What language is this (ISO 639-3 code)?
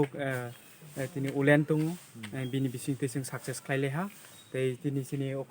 trp